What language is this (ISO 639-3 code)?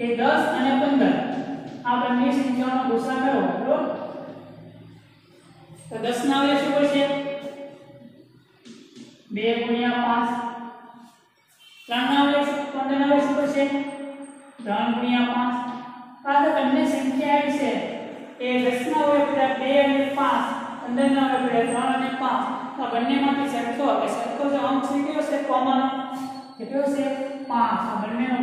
guj